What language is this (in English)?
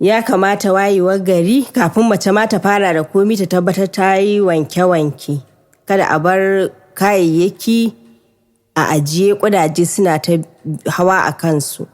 Hausa